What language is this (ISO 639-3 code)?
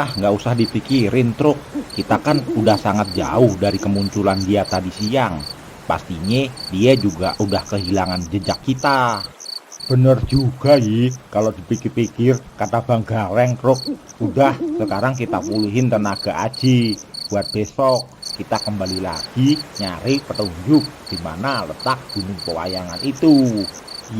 bew